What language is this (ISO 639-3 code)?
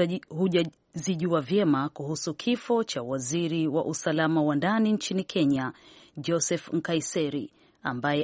swa